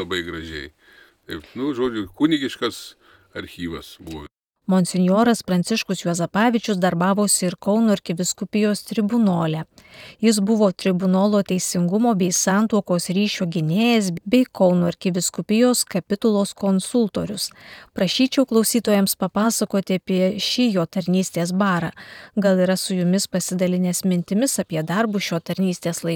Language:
Lithuanian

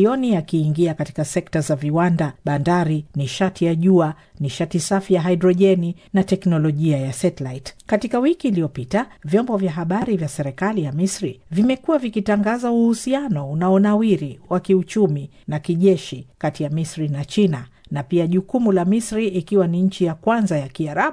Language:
Swahili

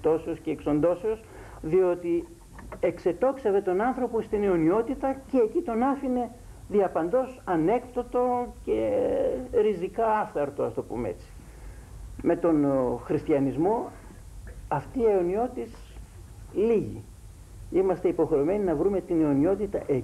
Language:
Greek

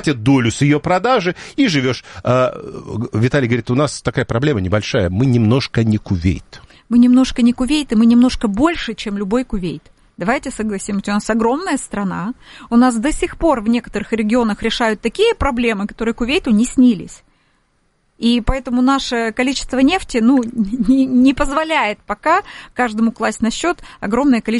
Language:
Russian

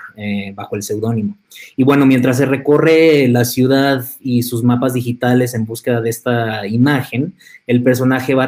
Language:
Spanish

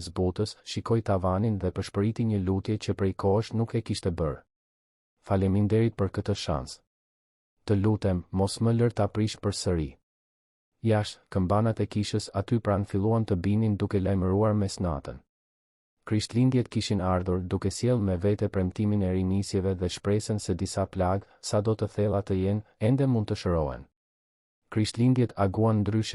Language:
Albanian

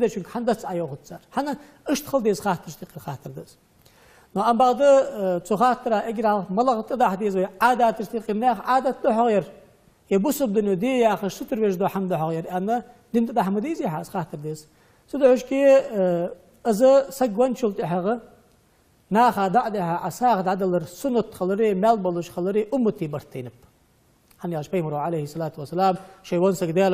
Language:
Ingush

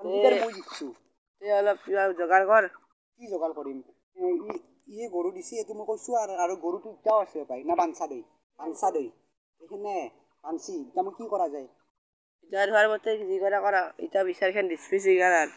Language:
Assamese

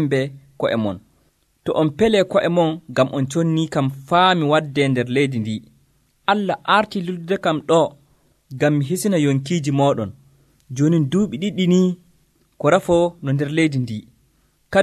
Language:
Nigerian Fulfulde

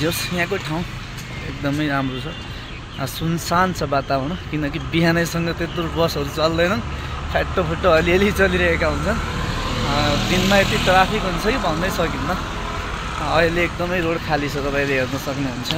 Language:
Nepali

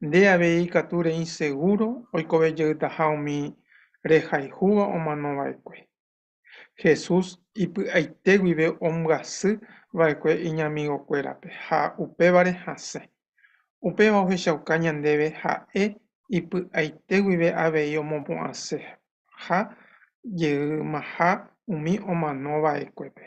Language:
Guarani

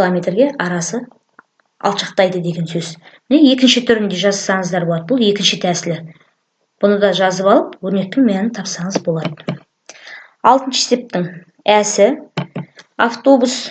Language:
Kazakh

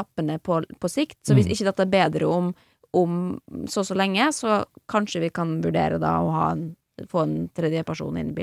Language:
Norwegian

